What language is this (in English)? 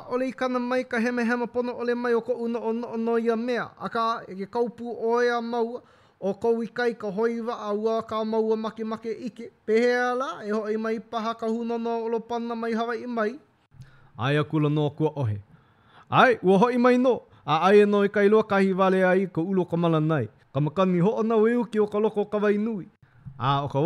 Hawaiian